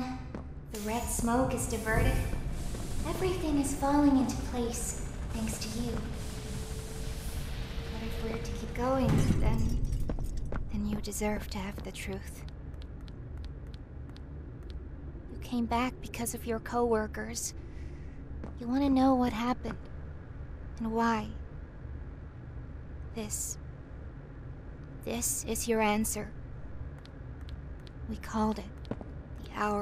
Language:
English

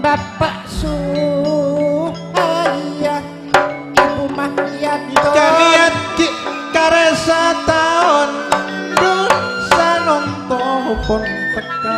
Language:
Madurese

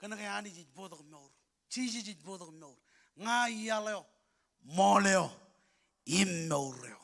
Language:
Marshallese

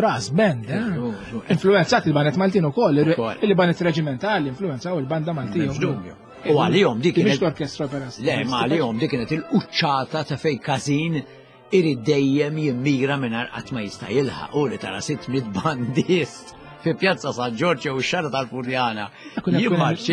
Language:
Maltese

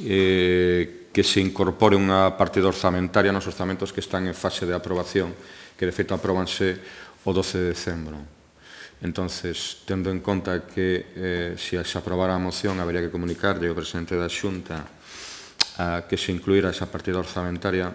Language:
Galician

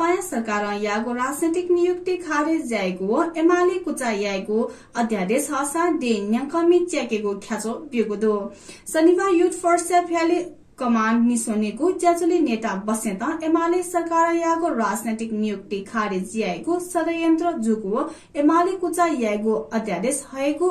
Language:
Newari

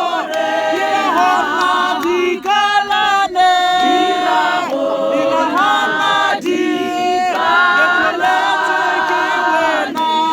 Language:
Tswana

